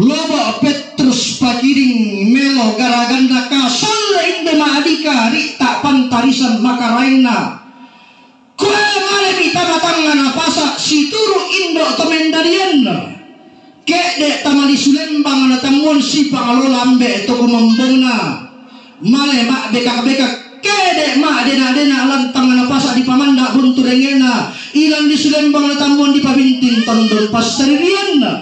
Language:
Toraja-Sa'dan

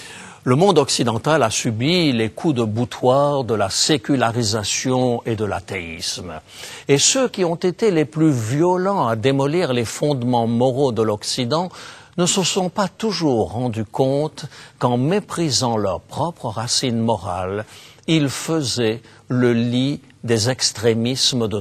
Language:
French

